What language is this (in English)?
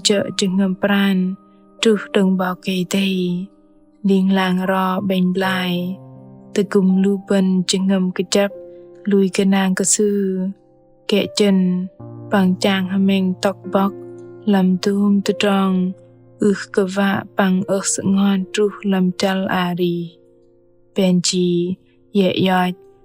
Bahnar